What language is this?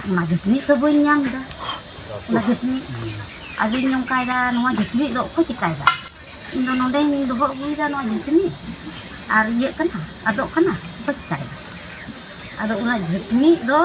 Santali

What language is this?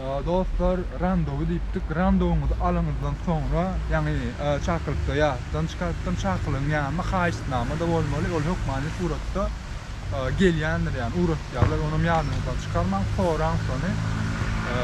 Turkmen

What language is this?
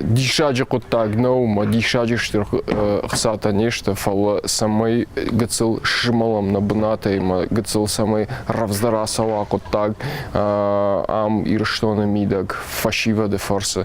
Ossetic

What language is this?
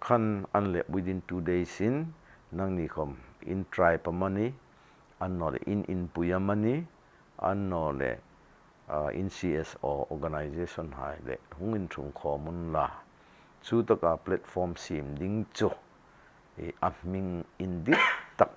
Hmar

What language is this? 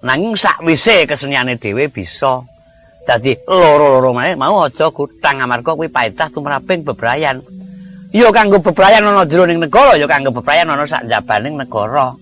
Javanese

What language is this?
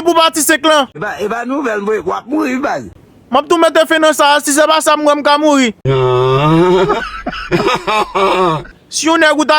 Haitian Creole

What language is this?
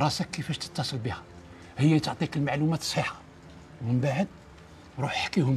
Algerian Arabic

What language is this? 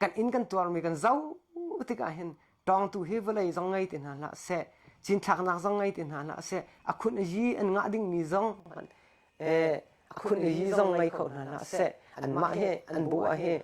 Hakha Chin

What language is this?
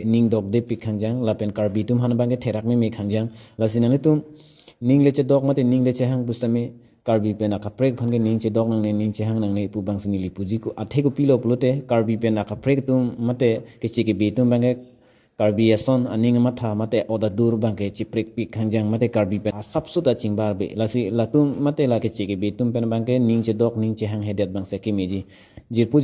Karbi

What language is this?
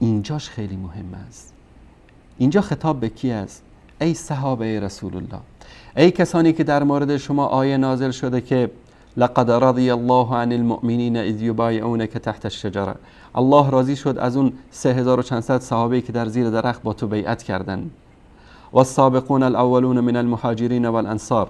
Persian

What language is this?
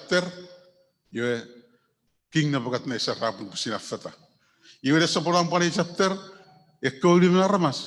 Chuukese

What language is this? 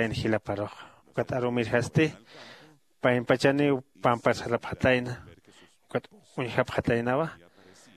Aymara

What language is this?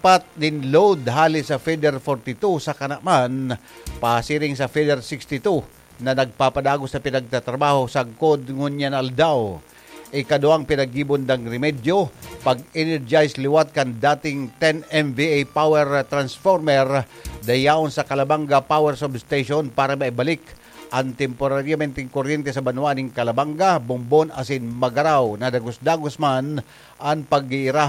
Bikol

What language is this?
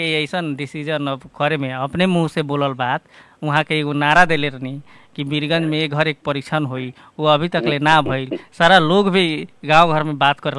Bhojpuri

